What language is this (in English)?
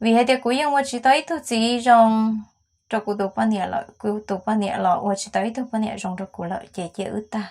Hmong